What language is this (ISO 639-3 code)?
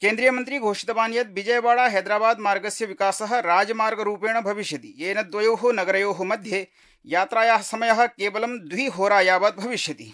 san